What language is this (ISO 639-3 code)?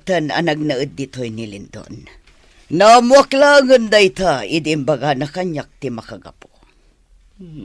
ilo